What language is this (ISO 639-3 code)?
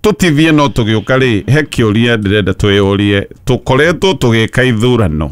kik